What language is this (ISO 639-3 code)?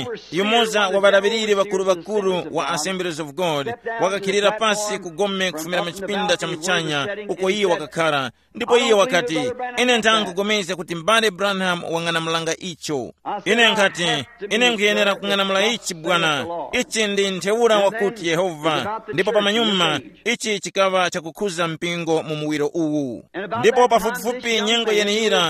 tum